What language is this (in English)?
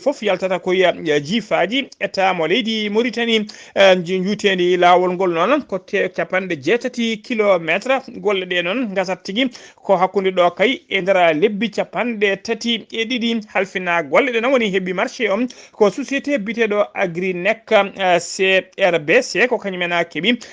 Fula